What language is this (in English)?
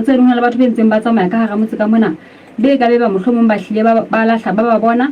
Southern Sotho